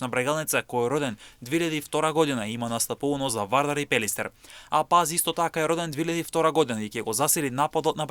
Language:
Macedonian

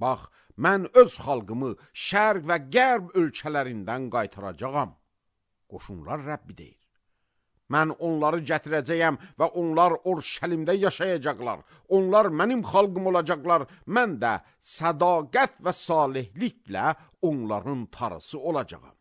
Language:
Azerbaijani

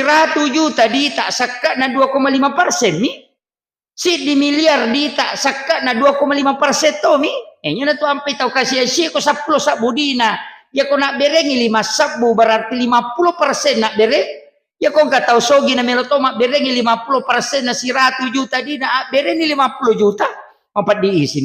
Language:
Buginese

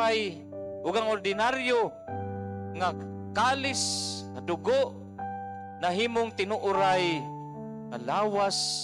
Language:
Cebuano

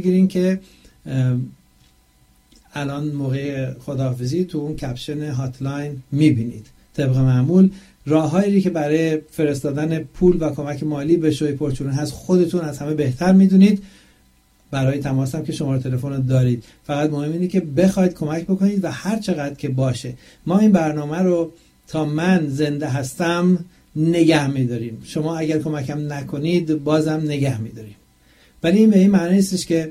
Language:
Persian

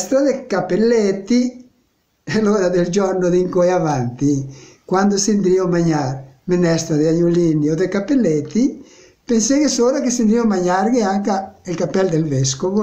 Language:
Venetian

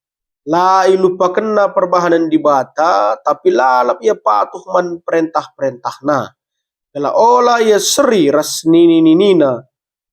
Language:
Batak Karo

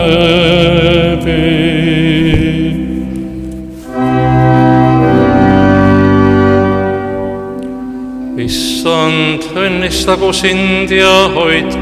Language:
Estonian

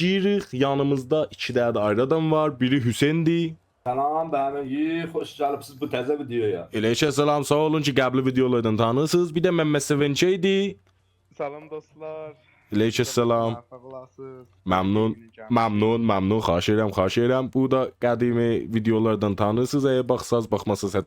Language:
South Azerbaijani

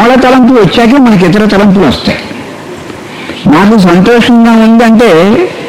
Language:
Telugu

